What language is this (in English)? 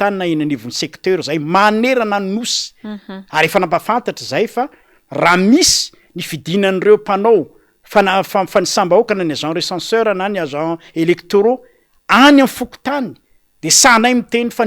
Malagasy